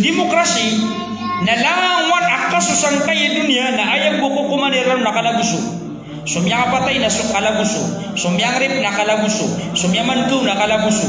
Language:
Maranao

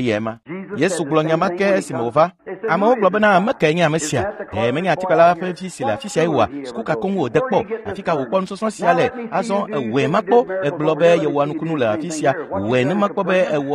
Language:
Ewe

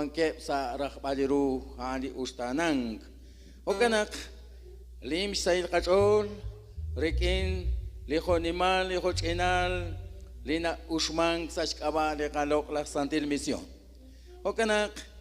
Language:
Kekchí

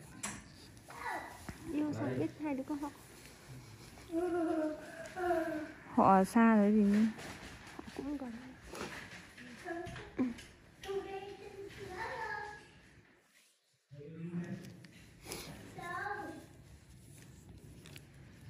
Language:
Vietnamese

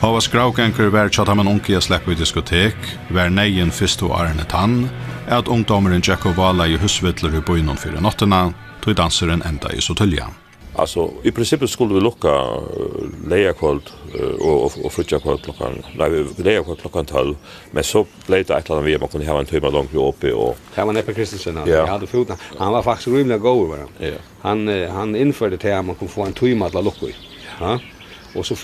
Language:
Faroese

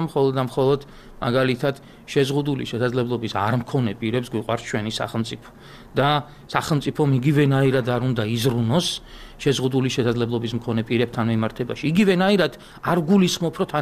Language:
Georgian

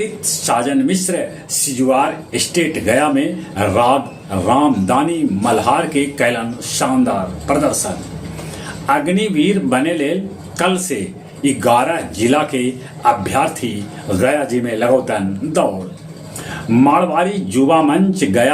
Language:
Magahi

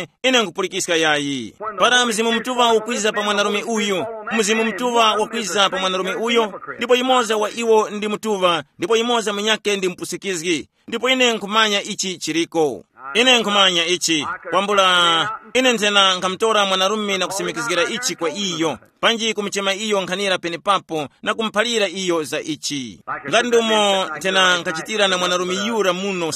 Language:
Tumbuka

